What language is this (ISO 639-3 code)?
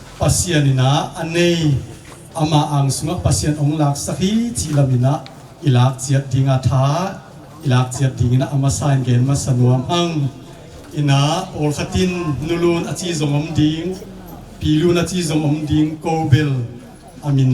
ctd